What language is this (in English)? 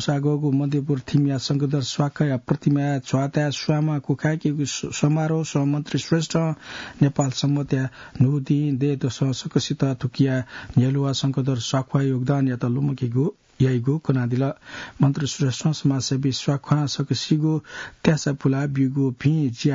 Newari